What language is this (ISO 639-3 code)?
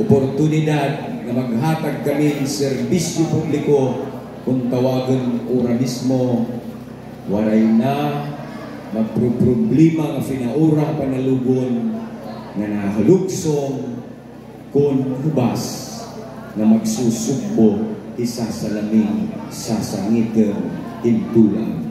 war